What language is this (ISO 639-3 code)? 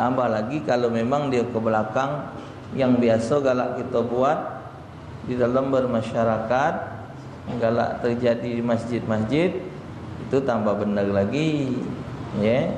mui